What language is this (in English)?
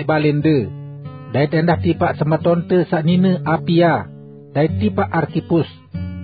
Sasak